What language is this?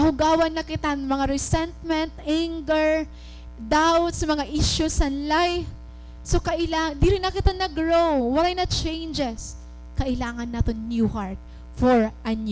Waray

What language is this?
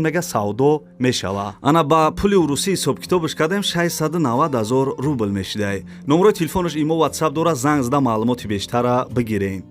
Tajik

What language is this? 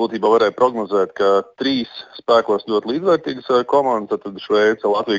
Latvian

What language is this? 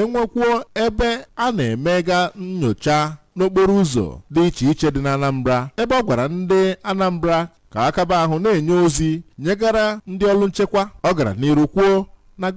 Igbo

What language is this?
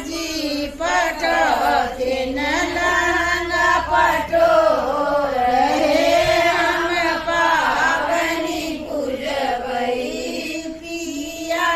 Maithili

